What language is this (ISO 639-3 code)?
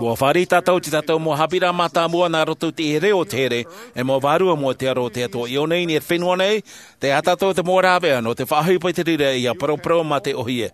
tah